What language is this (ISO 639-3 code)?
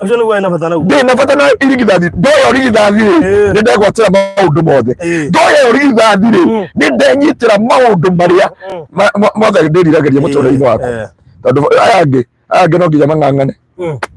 kik